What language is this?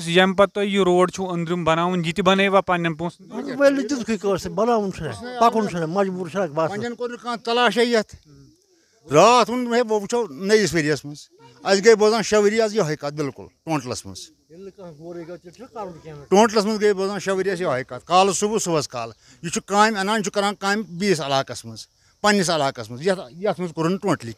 Kashmiri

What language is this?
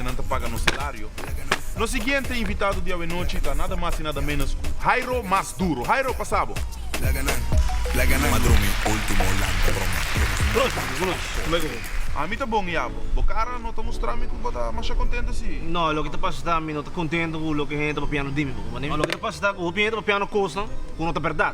Papiamento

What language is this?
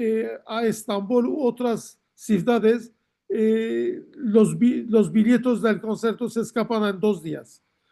Ladino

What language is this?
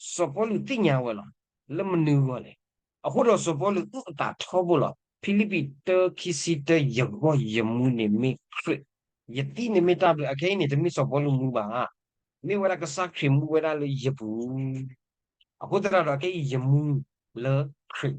S'gaw Karen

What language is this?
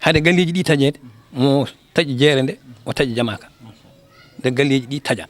Fula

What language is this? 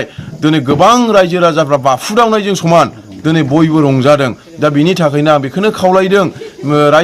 Bodo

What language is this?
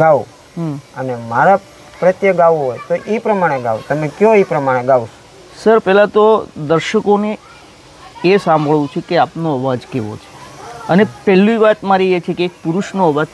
Gujarati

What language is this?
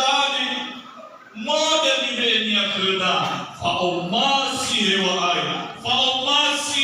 Nias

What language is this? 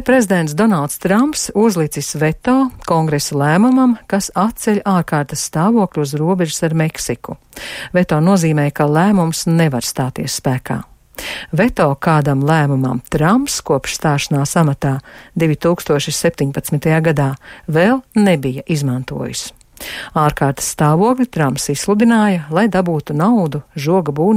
Latvian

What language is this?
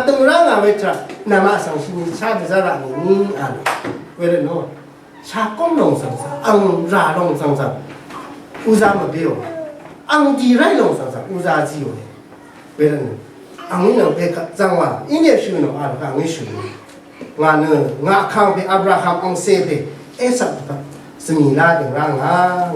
Rawang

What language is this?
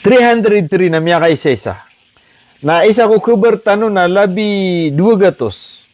Maranao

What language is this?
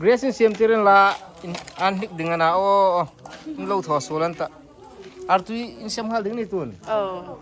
Hmar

